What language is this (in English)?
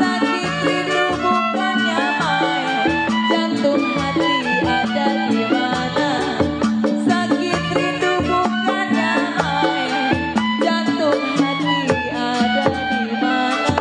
Betawi